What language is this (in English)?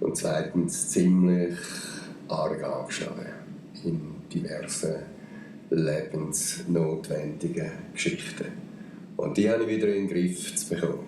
Swiss German